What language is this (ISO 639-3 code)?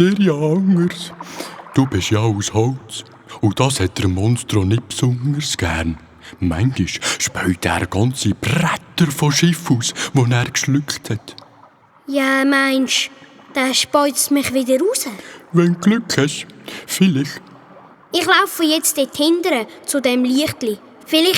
gsw